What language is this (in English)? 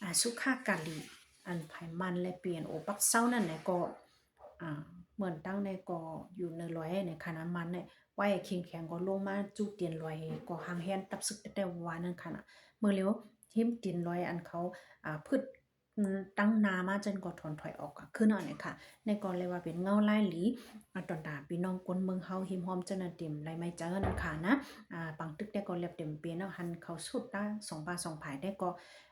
Shan